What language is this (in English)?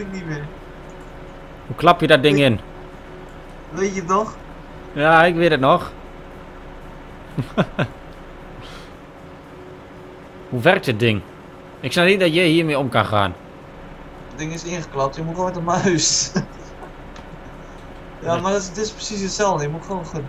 Dutch